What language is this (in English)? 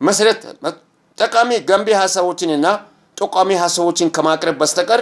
Amharic